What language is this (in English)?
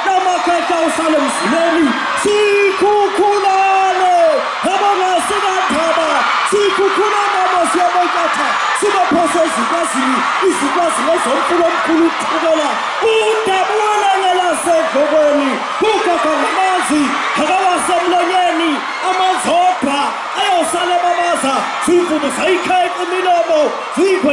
Zulu